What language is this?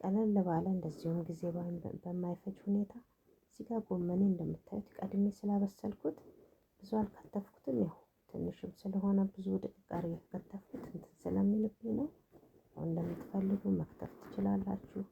Amharic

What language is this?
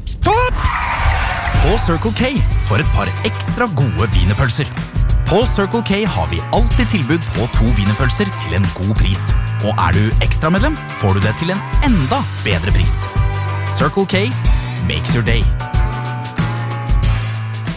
Norwegian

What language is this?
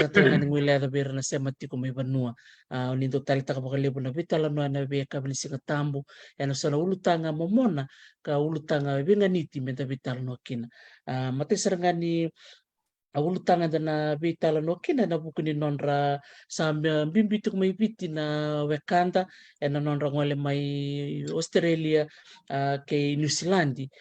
Fijian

